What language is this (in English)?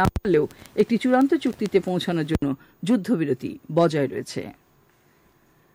Bangla